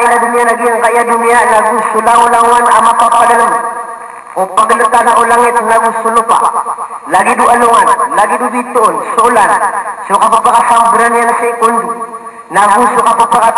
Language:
Maranao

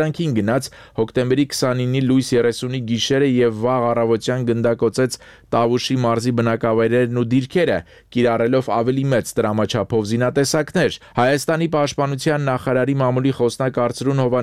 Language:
Armenian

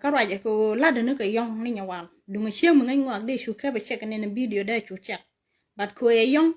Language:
Nuer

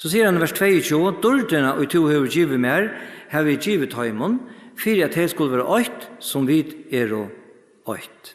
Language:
Faroese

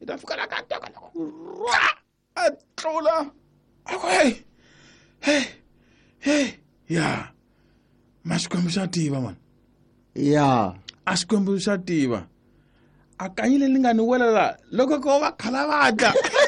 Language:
Tsonga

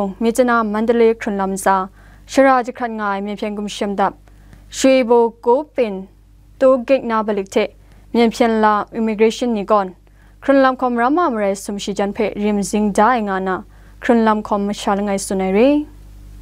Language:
Kachin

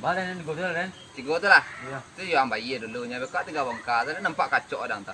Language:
Minangkabau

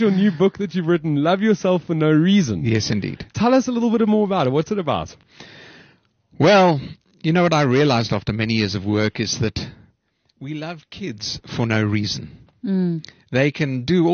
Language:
English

